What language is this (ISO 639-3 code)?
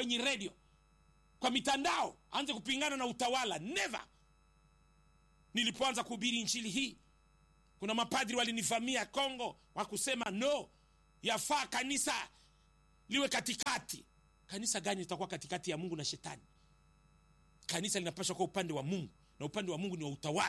swa